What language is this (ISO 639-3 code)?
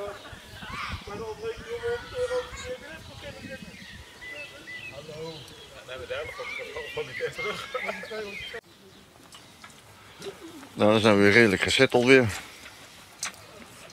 nld